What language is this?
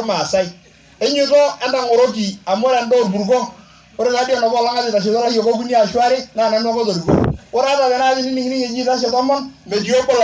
Masai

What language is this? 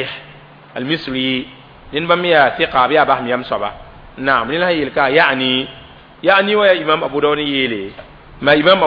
Mossi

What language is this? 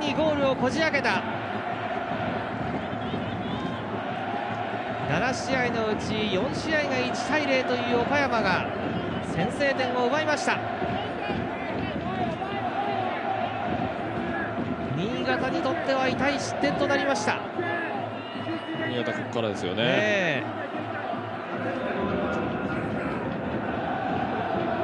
Japanese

